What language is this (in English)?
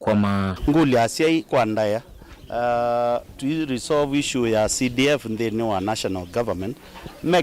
Kamba